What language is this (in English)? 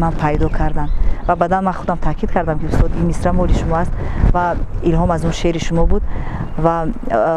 Tajik